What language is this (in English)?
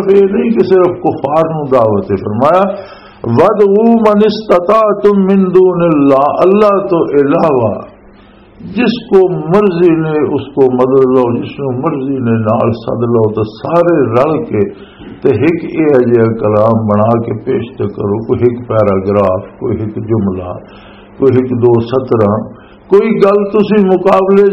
Western Panjabi